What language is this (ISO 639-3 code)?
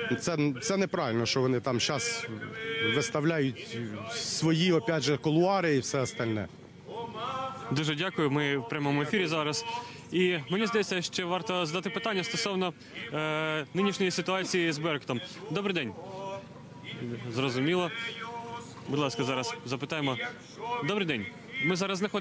ukr